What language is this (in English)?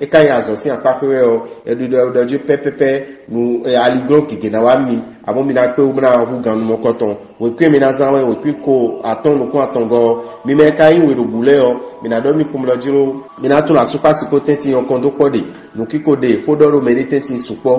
Fon